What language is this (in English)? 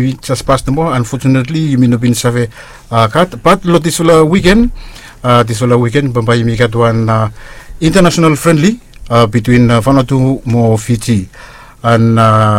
Bislama